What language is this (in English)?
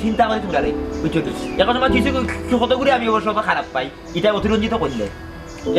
Sylheti